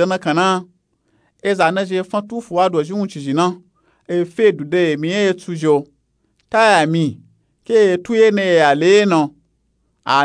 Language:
Nupe-Nupe-Tako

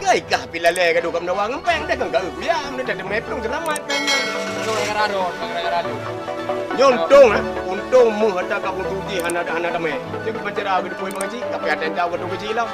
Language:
Achinese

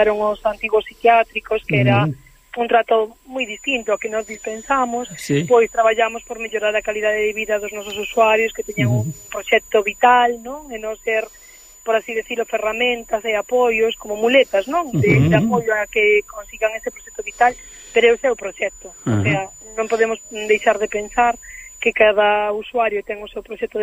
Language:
Galician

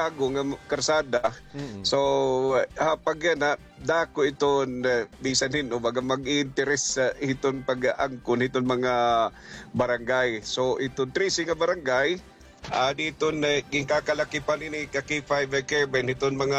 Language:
Waray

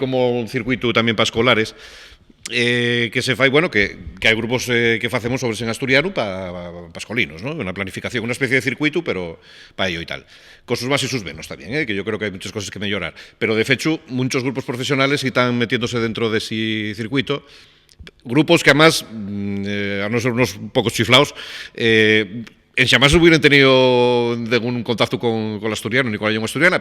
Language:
Asturian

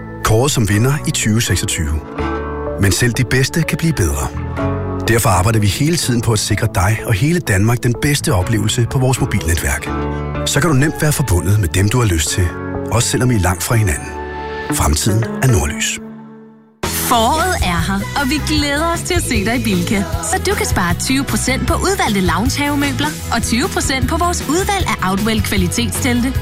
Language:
Danish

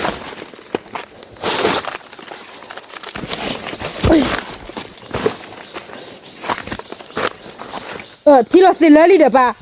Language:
S'gaw Karen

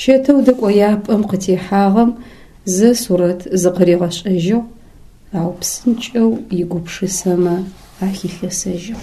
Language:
Adyghe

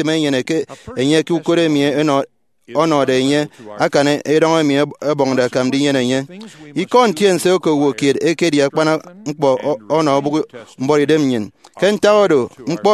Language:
Efik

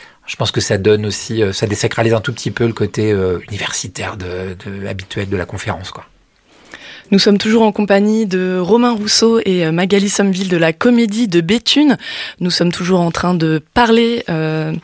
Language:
French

